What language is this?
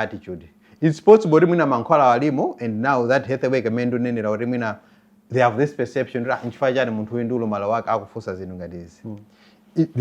Nyanja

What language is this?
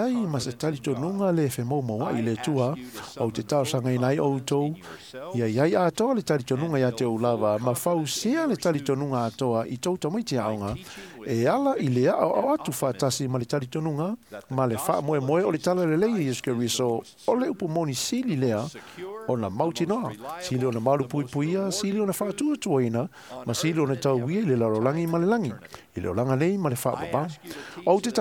Samoan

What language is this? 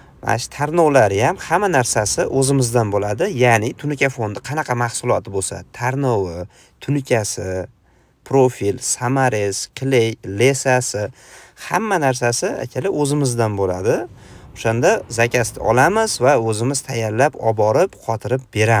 Uzbek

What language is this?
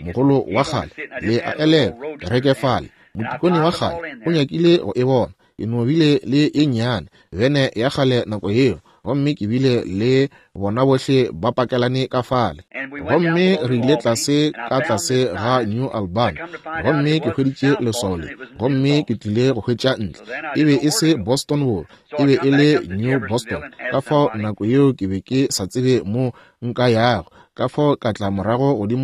Northern Sotho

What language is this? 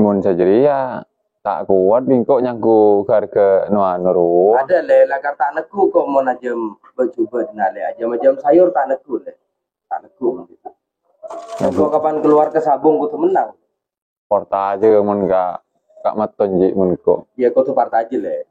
Madurese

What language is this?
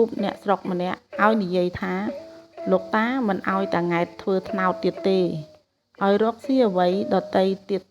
Khmer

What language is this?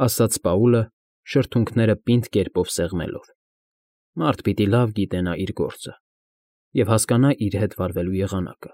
Armenian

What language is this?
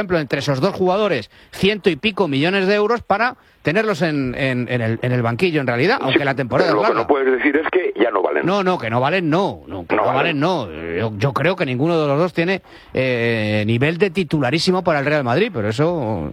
Spanish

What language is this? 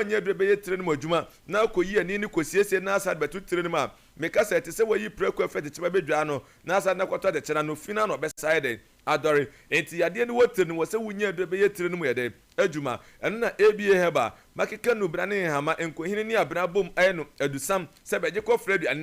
Akan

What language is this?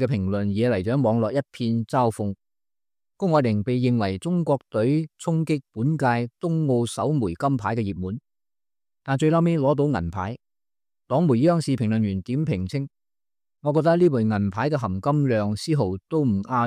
Cantonese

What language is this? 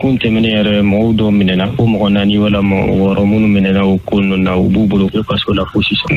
Bambara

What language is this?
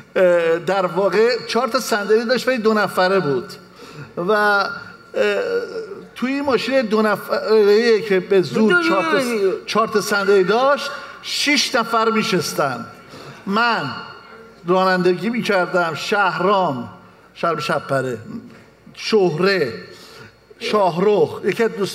Persian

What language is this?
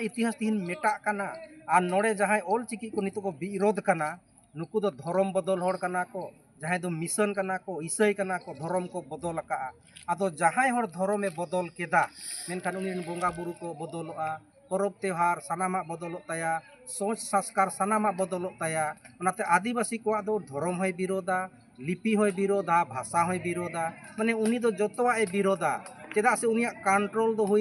Santali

